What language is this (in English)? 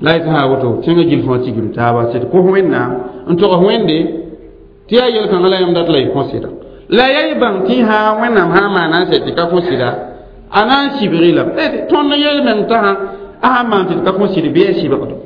Mossi